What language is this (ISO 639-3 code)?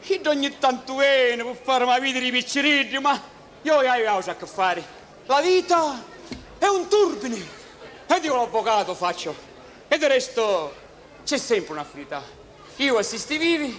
scn